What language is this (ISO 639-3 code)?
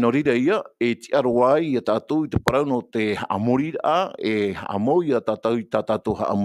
tah